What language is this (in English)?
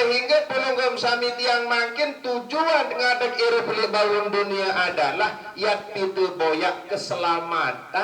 Sasak